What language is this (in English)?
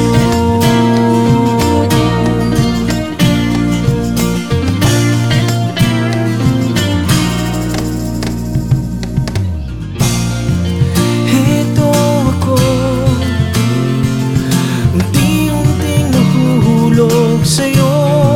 Filipino